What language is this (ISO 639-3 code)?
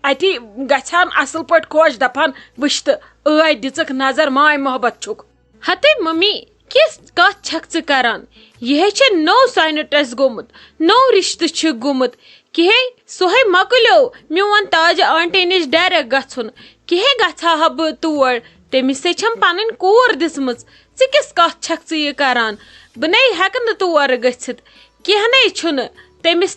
kas